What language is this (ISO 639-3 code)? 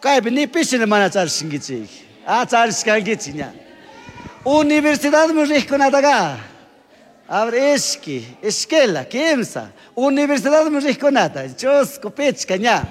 qug